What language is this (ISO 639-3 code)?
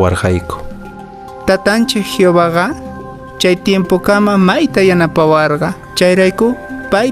que